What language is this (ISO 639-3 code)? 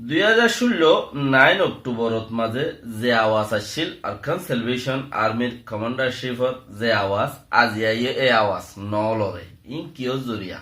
rhg